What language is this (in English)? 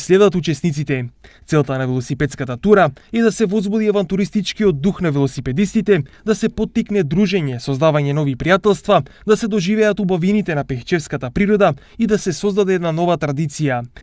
Macedonian